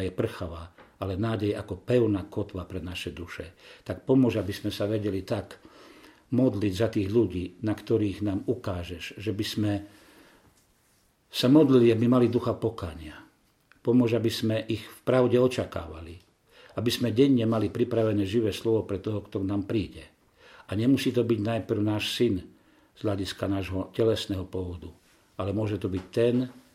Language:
Slovak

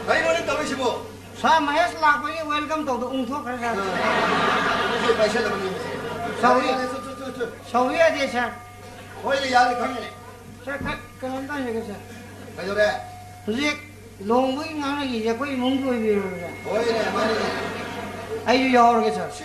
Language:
Manipuri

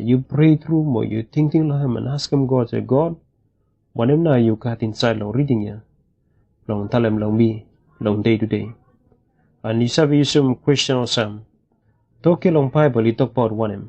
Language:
Bislama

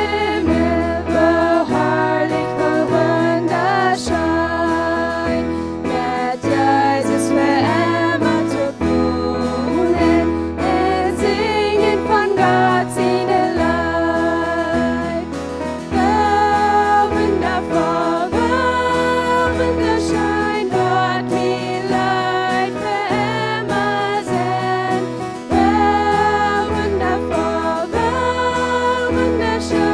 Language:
Plautdietsch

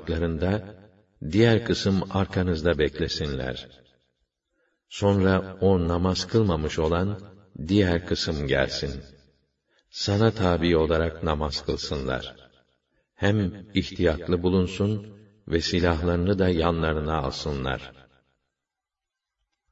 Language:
Turkish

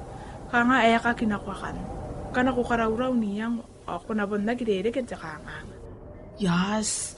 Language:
Gilbertese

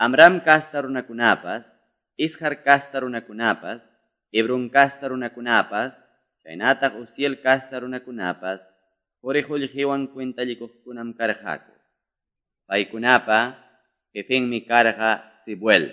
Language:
Quechua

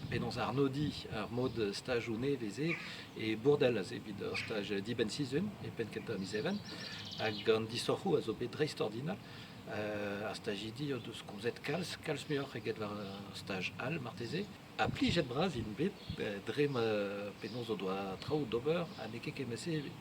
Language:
Breton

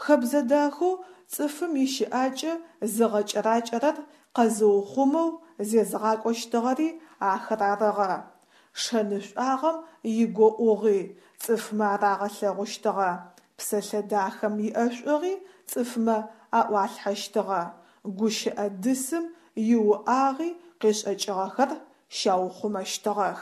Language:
Adyghe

